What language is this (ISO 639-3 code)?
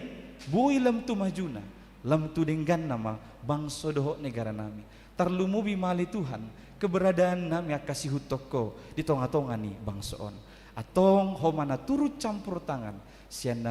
bbc